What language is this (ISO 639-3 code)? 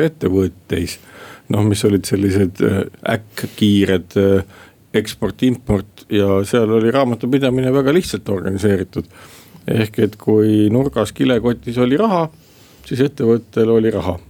est